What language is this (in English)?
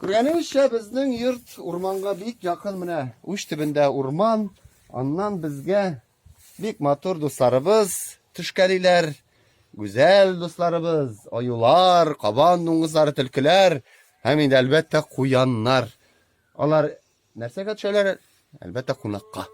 Tatar